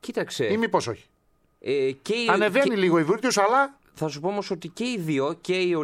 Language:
Greek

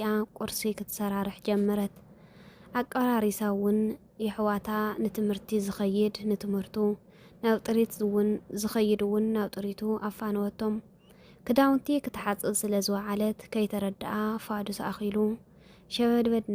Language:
Tigrinya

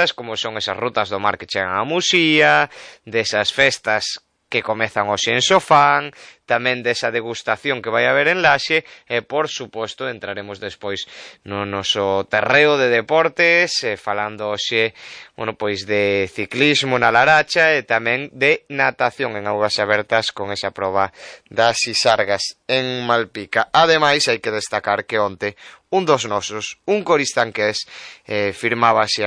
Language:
Galician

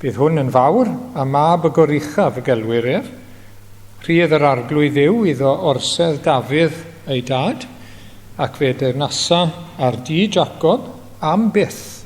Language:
Welsh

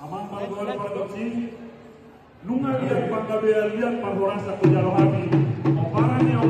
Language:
Batak Toba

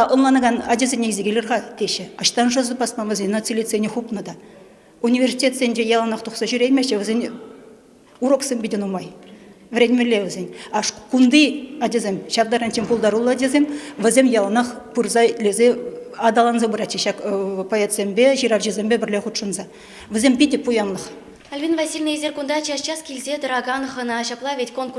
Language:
Chuvash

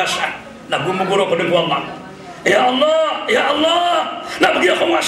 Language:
Maranao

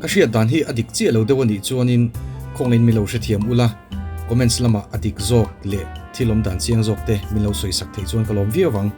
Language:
Mizo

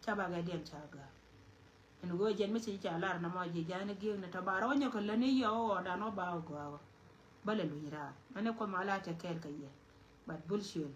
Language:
Nuer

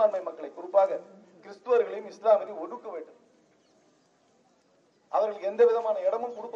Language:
Tamil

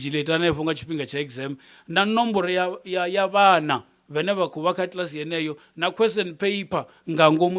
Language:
Venda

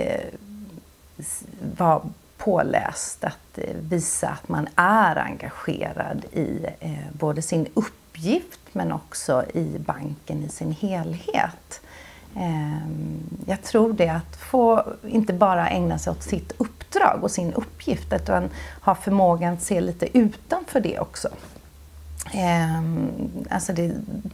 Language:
Swedish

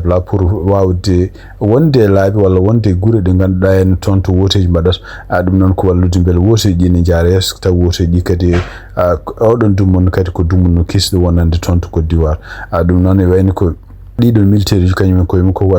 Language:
Fula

